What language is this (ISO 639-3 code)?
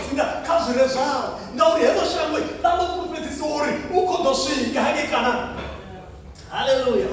ven